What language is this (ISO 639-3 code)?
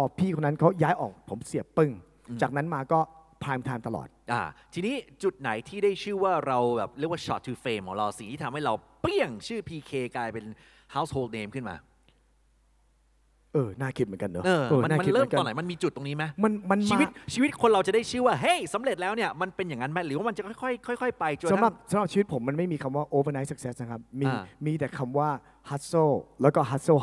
tha